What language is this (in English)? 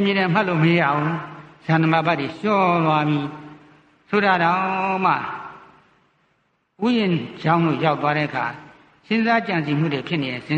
Burmese